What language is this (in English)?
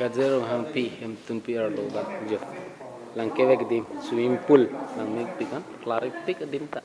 Karbi